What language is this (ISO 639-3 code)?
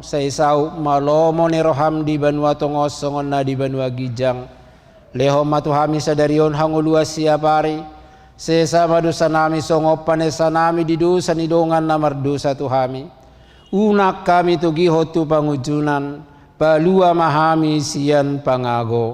bbc